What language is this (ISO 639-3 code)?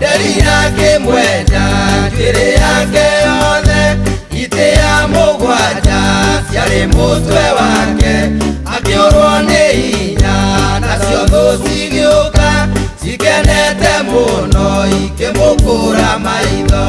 kik